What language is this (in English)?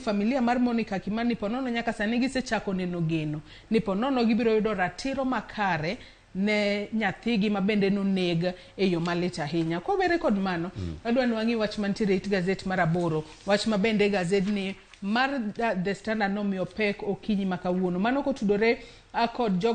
Luo (Kenya and Tanzania)